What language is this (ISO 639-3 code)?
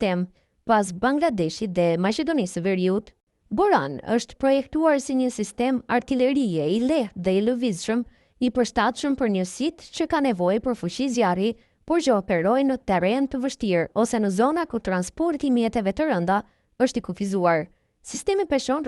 sqi